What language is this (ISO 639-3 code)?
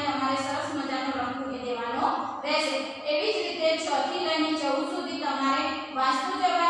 guj